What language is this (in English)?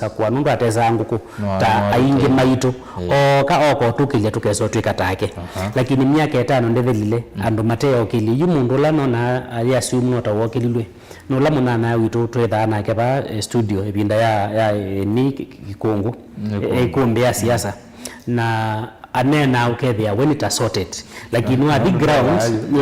Kamba